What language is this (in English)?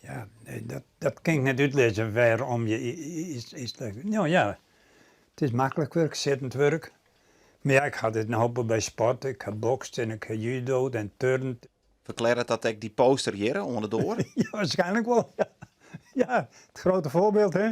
Western Frisian